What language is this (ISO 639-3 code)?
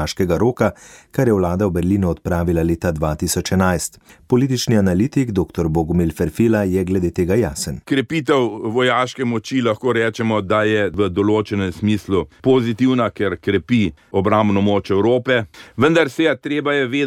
slv